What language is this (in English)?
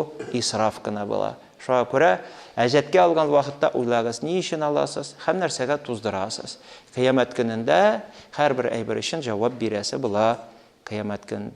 Tatar